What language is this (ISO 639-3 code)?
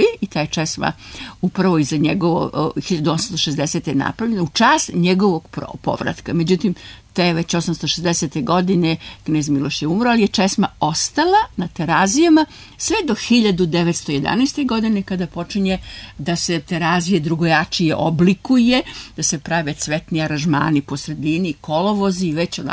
srp